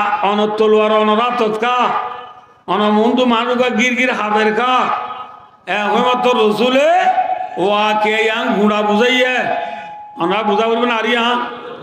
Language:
Rohingya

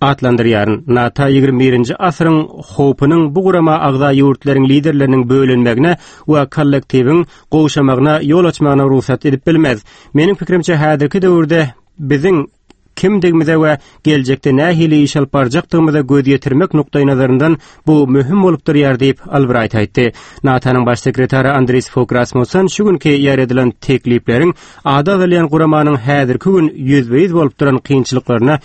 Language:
Turkmen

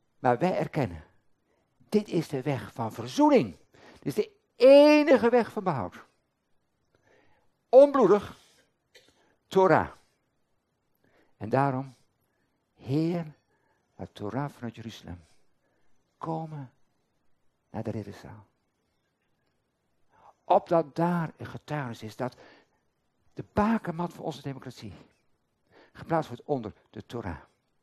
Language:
Dutch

